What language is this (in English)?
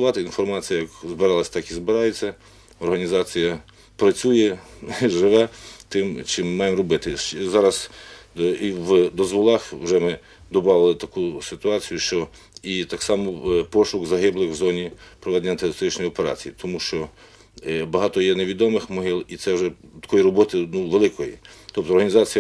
Ukrainian